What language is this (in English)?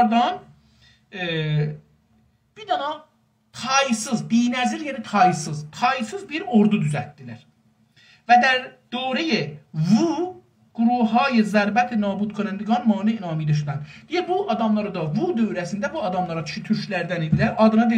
South Azerbaijani